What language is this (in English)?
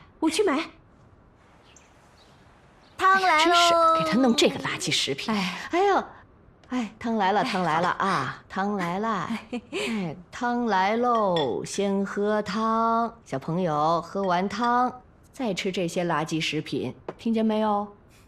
Chinese